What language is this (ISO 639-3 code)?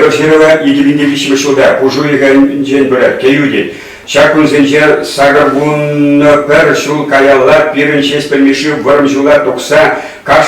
chv